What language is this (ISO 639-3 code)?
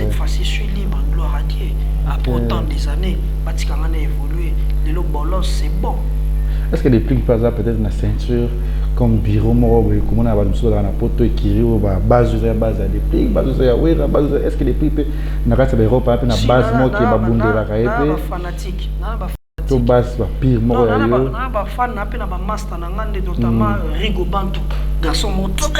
lin